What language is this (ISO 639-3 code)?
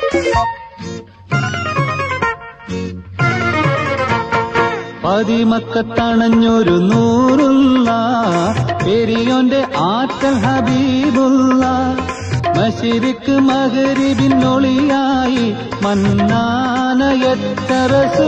mal